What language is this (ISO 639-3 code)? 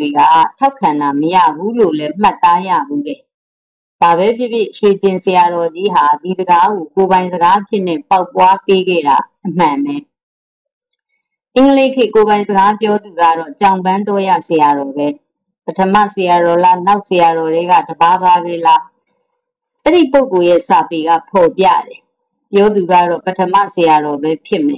mya